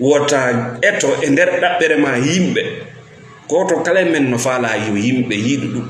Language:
Fula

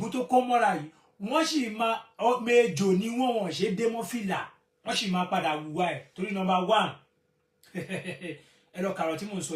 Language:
Yoruba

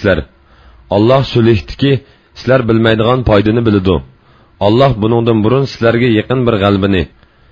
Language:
Uyghur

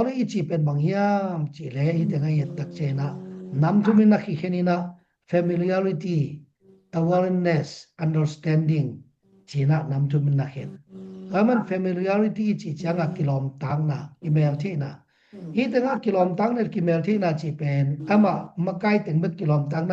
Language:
Tedim Chin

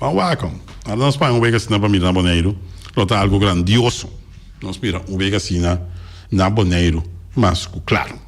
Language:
Papiamento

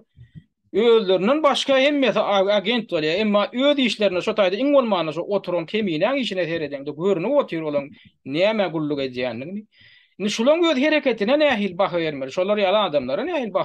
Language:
Turkmen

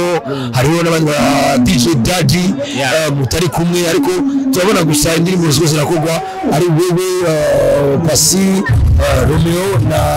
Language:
Kinyarwanda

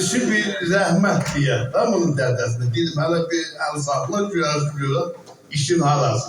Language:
South Azerbaijani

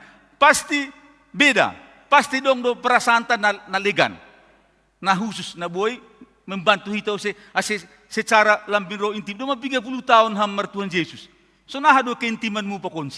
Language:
Batak Simalungun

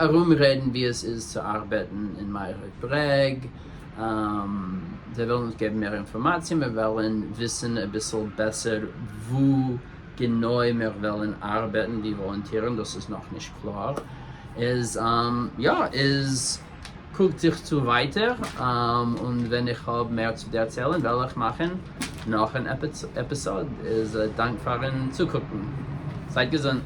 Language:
Yiddish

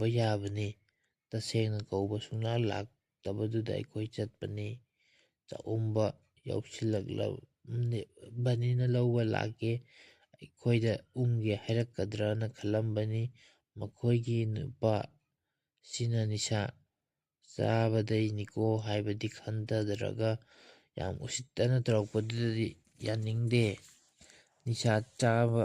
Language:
Manipuri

